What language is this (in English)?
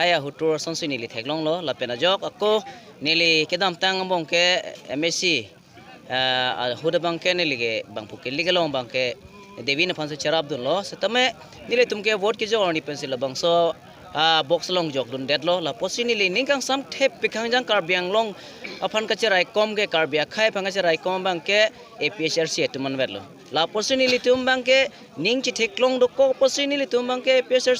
Karbi